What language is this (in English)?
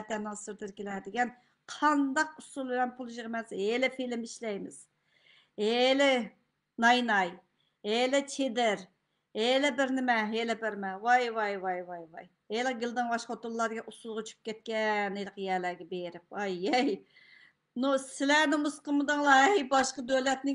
Uyghur